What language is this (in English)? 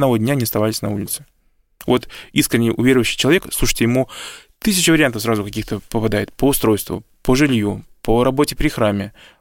Russian